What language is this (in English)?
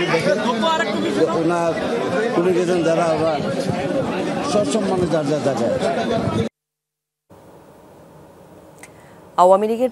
Bangla